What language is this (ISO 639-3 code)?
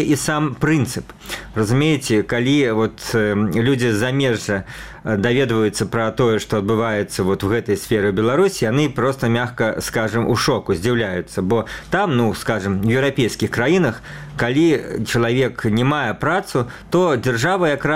bel